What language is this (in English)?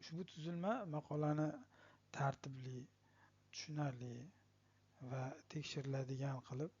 Uzbek